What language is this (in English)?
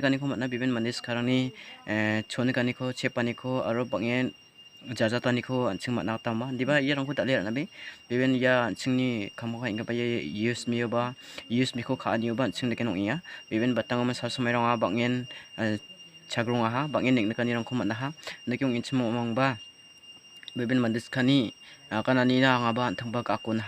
Garo